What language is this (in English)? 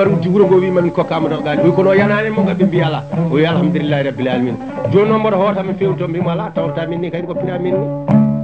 Fula